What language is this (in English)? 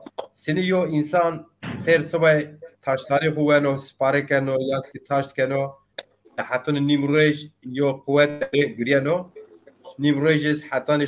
Zaza